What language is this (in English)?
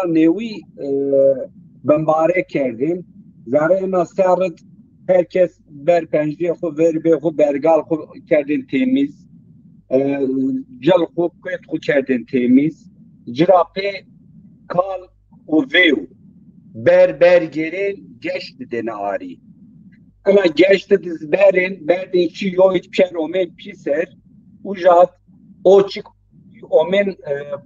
Zaza